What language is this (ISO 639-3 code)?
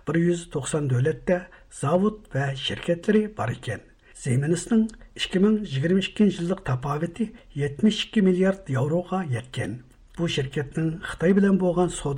uig